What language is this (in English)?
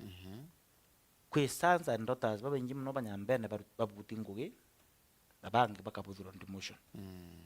Meru